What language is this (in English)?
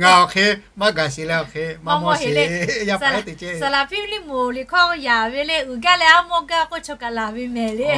Lahu